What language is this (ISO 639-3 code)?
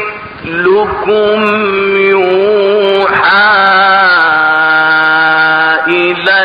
ara